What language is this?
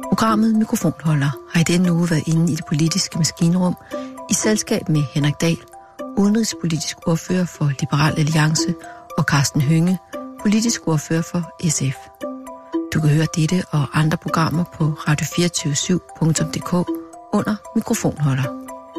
Danish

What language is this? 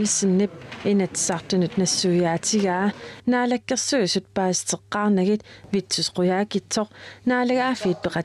Kalaallisut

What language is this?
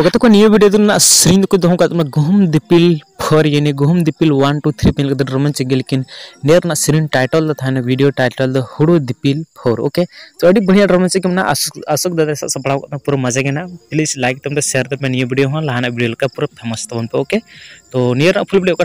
Santali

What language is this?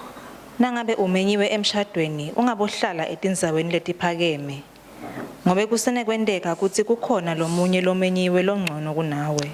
Swati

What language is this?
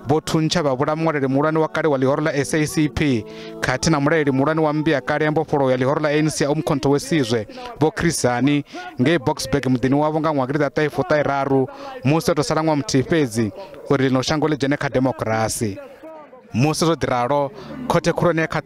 Venda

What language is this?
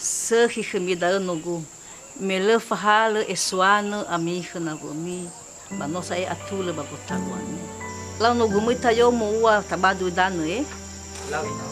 Nias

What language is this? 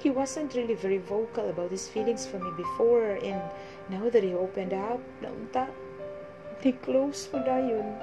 Cebuano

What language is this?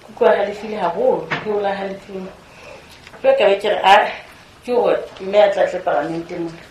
Southern Sotho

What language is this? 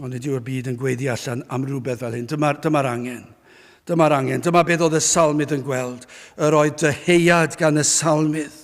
Welsh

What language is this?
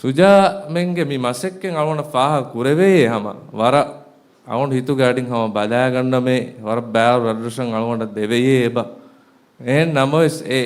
Divehi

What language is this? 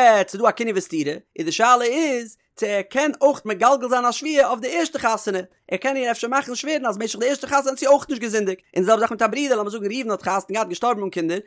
Yiddish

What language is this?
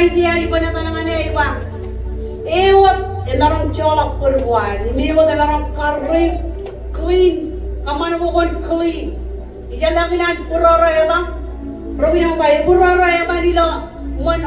Marshallese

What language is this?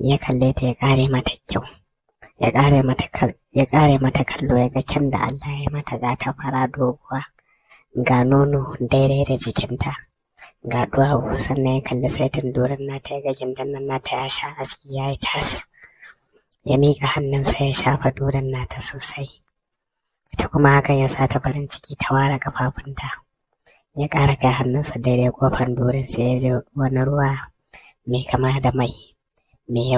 Hausa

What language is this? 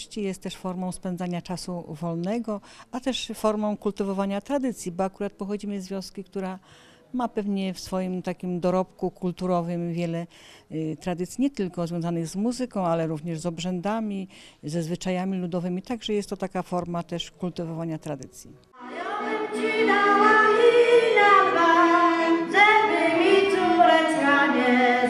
Polish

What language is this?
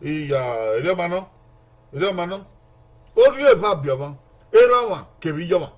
Bini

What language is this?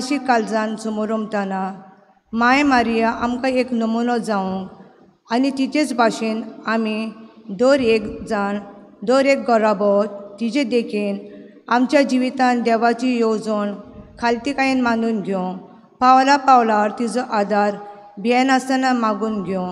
Konkani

